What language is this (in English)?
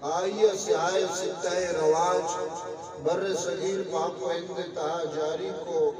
Eastern Balochi